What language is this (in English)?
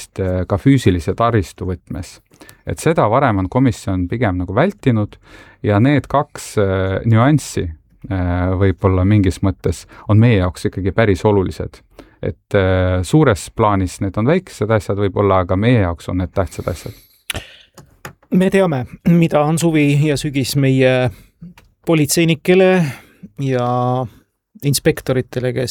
Estonian